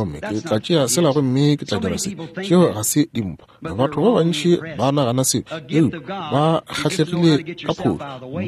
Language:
Northern Sotho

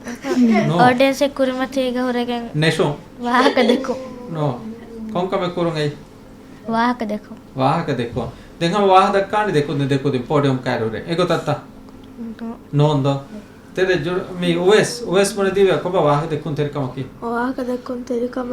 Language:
Divehi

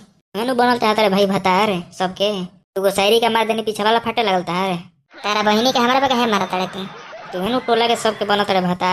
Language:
Bhojpuri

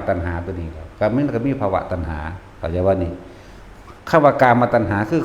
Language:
Northeastern Thai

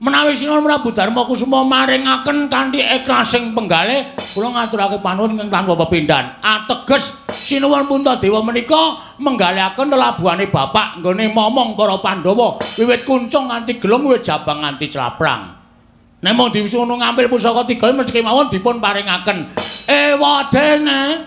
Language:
Javanese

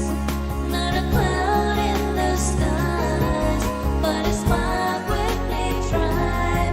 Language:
Pohnpeian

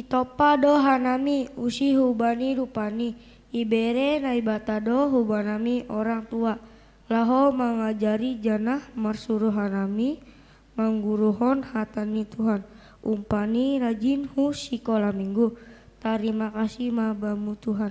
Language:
Batak Simalungun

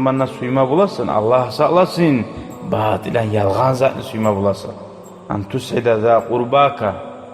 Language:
Kumyk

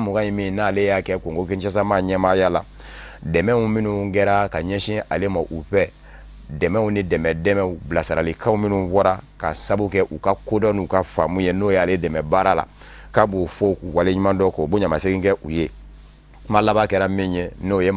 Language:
Bambara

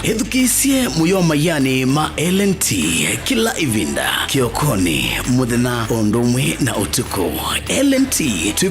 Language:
Kamba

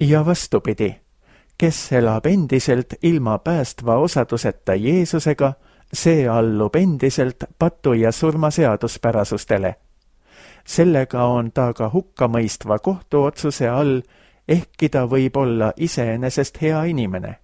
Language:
Estonian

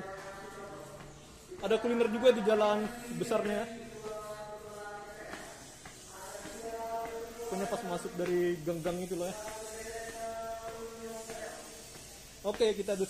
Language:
Indonesian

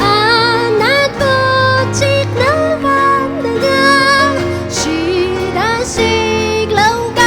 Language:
Atayal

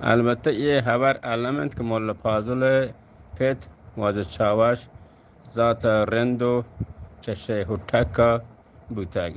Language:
Eastern Balochi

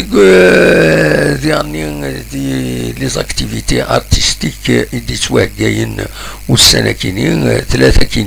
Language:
Kabyle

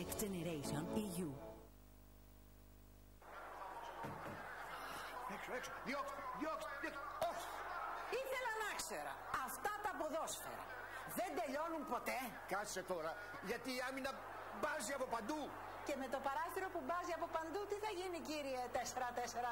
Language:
Greek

